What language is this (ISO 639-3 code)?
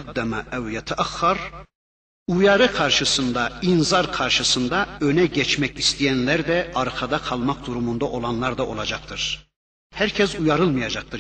tur